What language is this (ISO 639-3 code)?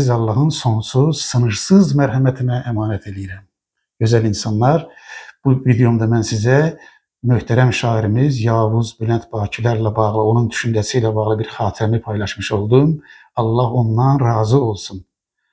aze